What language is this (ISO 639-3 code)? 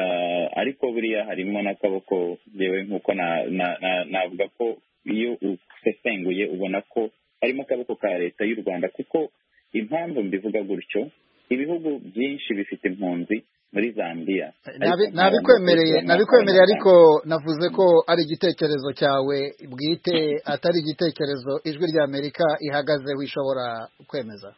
kin